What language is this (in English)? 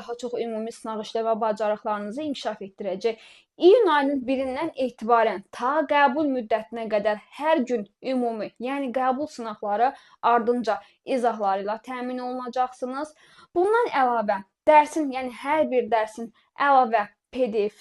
Azerbaijani